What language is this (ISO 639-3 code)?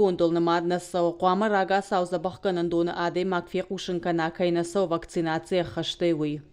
oss